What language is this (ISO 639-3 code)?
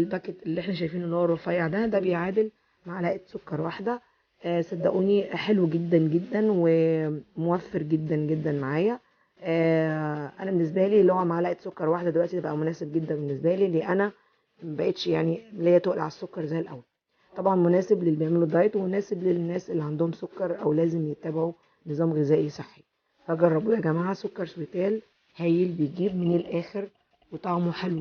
arz